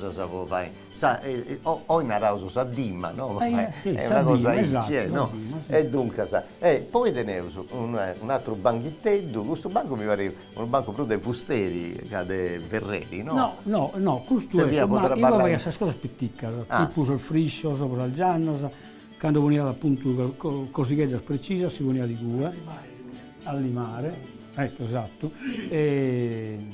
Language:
Sardinian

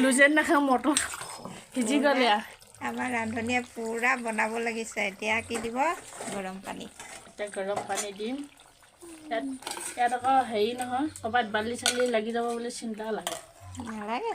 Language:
Assamese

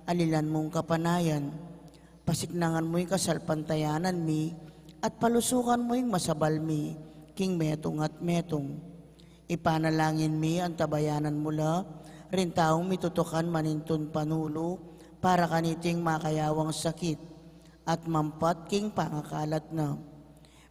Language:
Pampanga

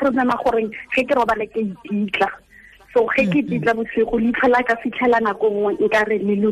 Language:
Tswana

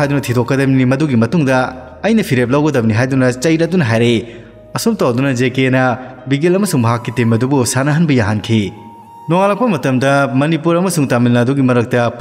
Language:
Manipuri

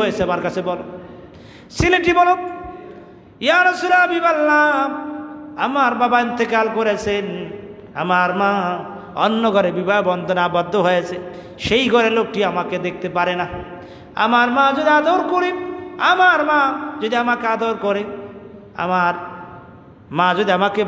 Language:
Bangla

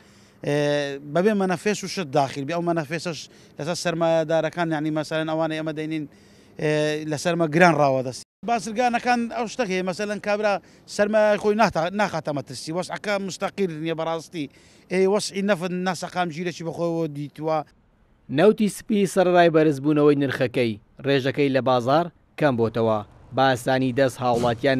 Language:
Central Kurdish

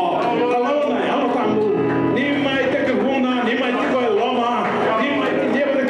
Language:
Fijian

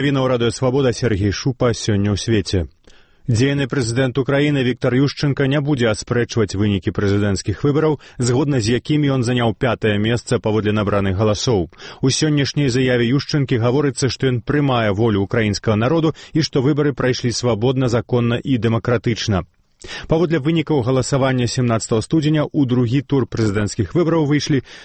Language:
Belarusian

